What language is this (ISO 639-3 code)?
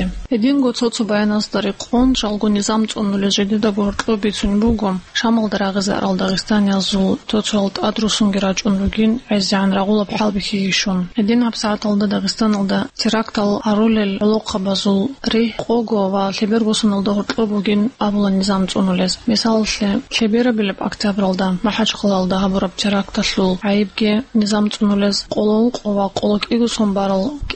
ava